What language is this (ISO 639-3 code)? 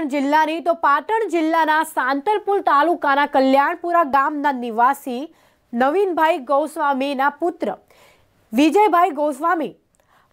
guj